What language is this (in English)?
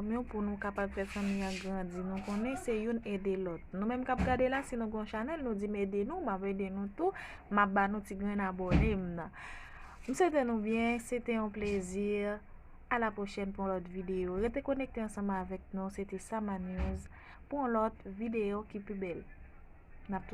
Haitian Creole